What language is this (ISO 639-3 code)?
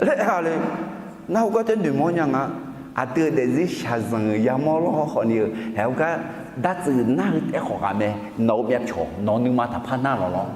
ahk